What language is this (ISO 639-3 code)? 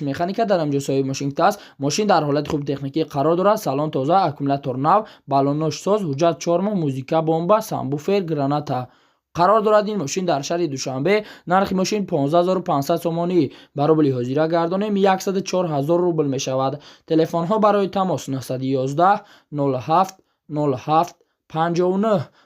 tgk